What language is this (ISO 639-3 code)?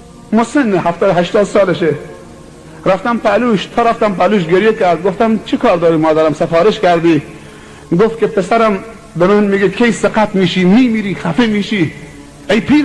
fas